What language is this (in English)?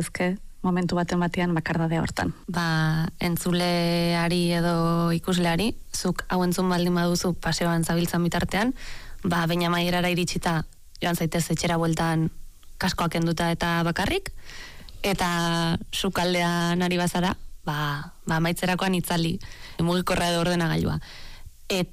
Basque